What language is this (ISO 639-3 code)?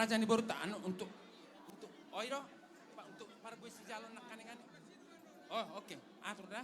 bbc